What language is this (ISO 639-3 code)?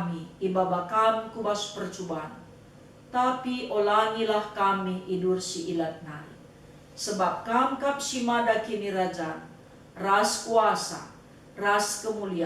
btx